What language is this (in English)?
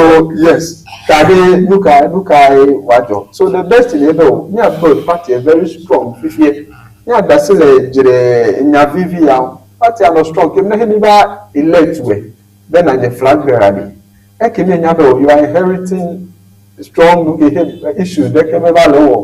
Ewe